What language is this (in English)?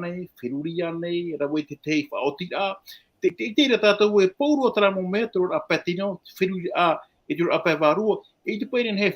Tahitian